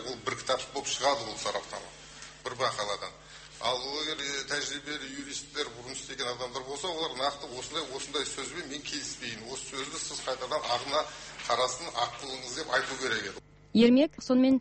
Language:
Kazakh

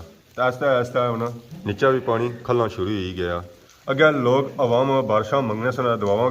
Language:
Pahari-Potwari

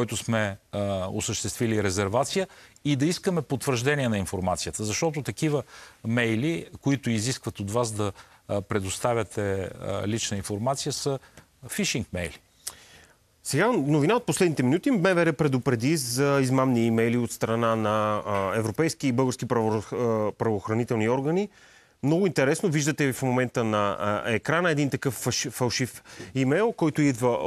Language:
Bulgarian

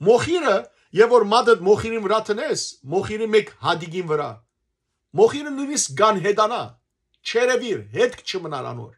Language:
Western Armenian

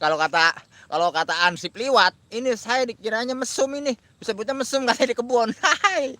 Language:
Betawi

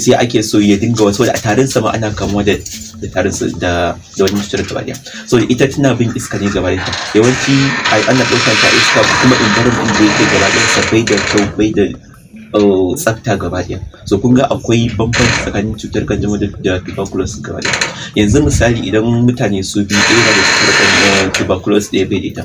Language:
Hausa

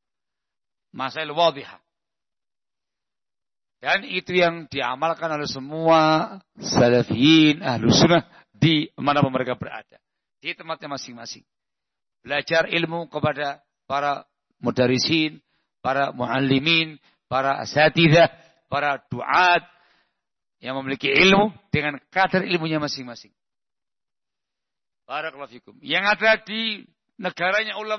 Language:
Indonesian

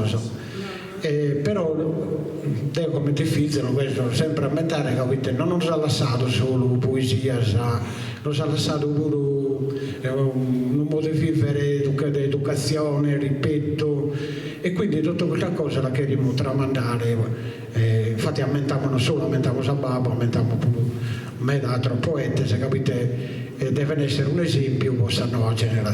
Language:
Sardinian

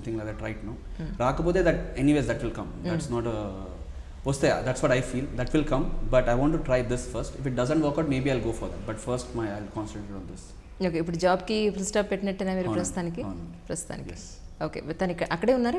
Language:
Telugu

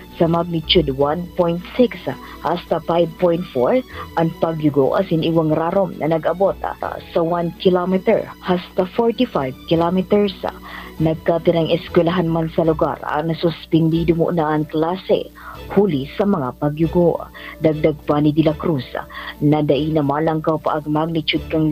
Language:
Bikol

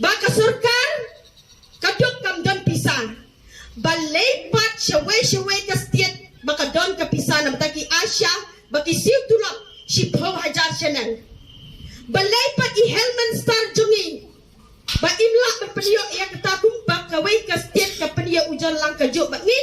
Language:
Khasi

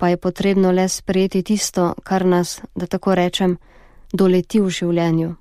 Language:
Slovenian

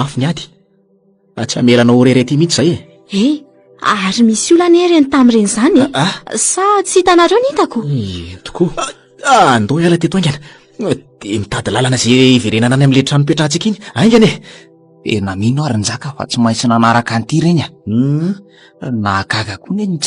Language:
Malagasy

